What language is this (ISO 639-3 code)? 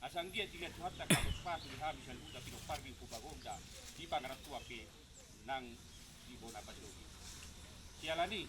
bbc